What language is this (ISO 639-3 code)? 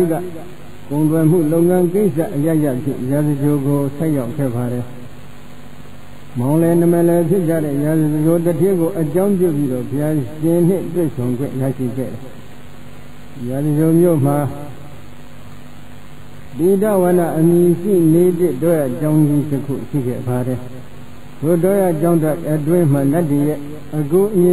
mya